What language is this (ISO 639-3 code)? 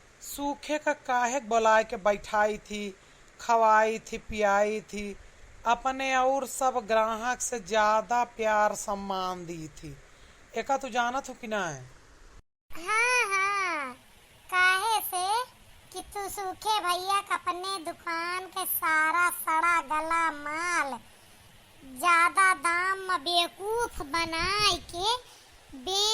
awa